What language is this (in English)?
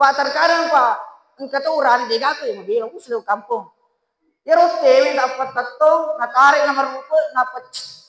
Buginese